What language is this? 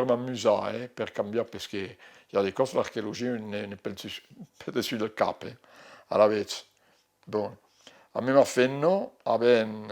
Occitan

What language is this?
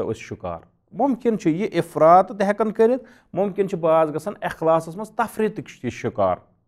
Kashmiri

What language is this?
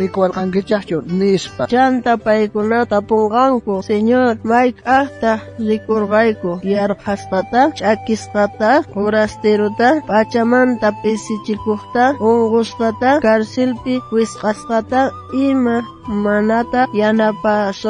South Bolivian Quechua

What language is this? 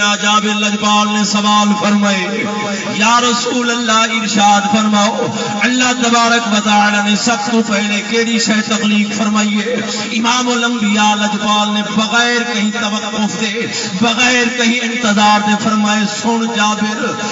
Saraiki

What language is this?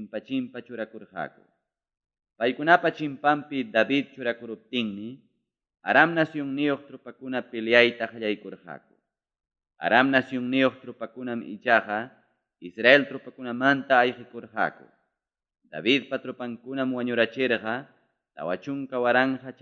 Ayacucho Quechua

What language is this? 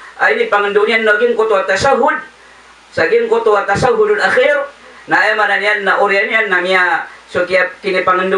Maranao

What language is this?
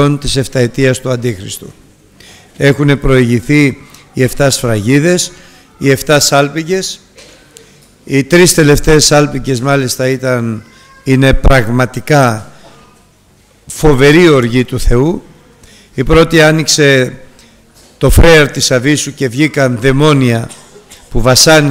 Greek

